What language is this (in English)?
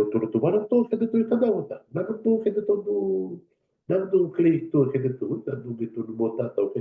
Fijian